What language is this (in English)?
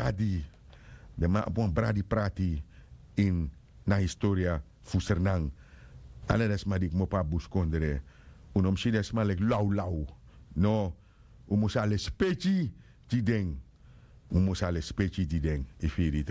Sranan Tongo